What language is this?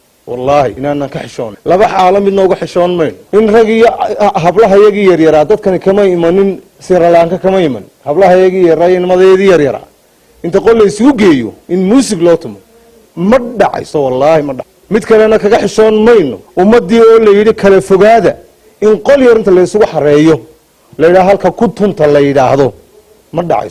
Somali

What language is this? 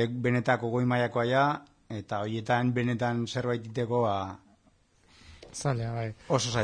Basque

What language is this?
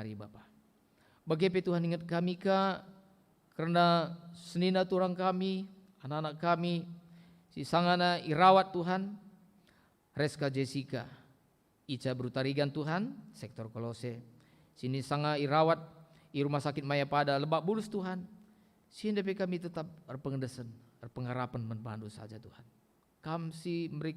Batak Karo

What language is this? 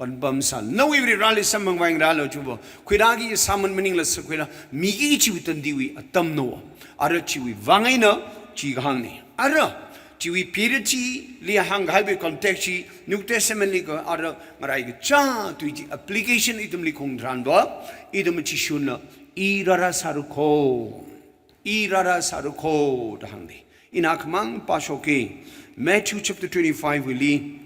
Tangkhul Naga (India)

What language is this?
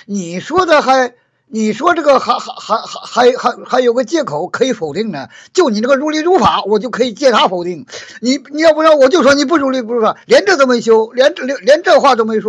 Chinese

